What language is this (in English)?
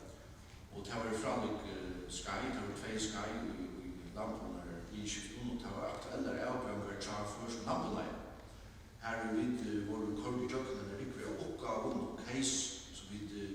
Faroese